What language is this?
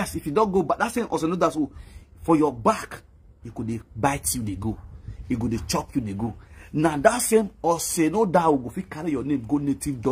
Nigerian Pidgin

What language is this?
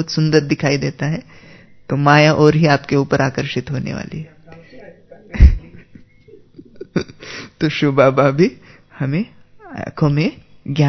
Hindi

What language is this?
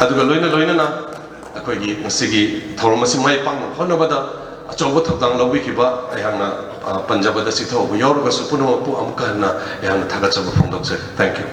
Manipuri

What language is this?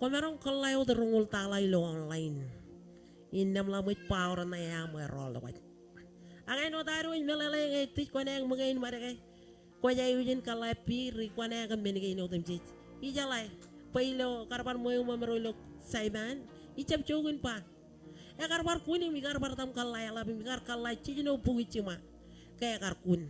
Marshallese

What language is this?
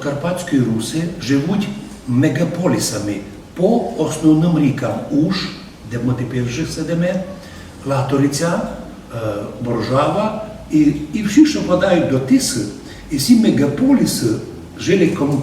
Rusyn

